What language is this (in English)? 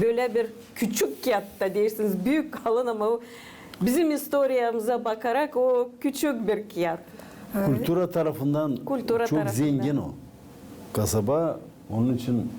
Gagauz